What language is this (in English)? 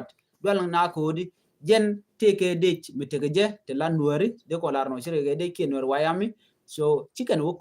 Nuer